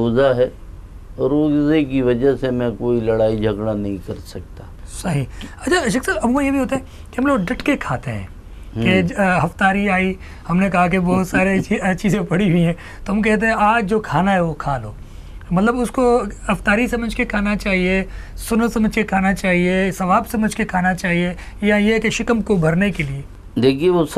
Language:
Urdu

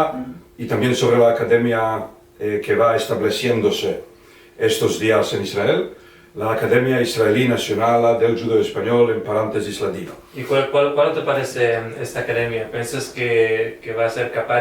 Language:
Ladino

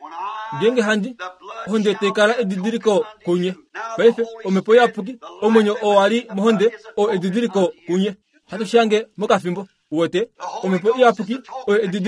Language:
Kuanyama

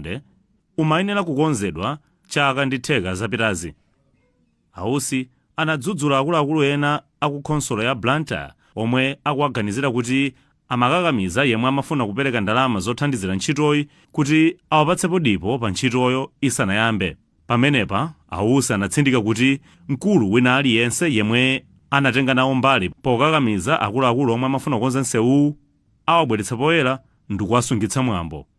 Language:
Nyanja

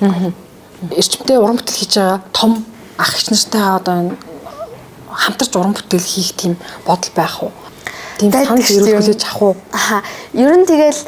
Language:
Mongolian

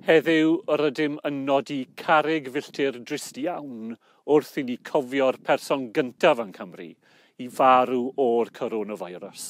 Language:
Welsh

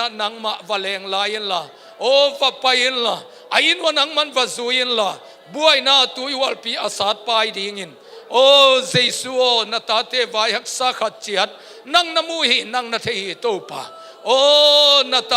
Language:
Tedim Chin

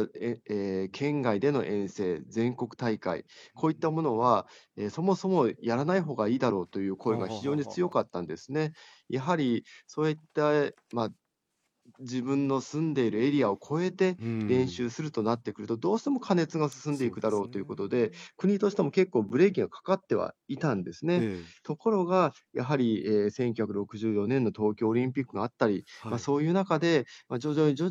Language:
Japanese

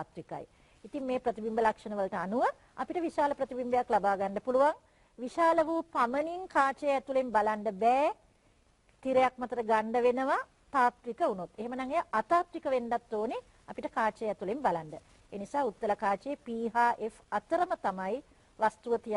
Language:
Sinhala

